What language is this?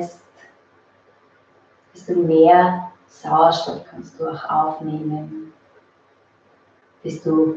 German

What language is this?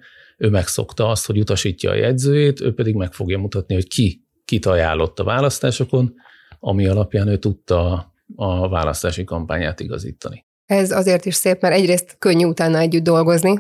Hungarian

